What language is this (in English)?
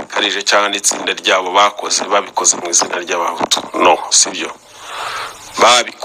Kinyarwanda